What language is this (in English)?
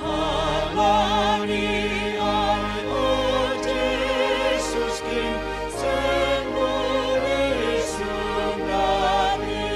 Batak Simalungun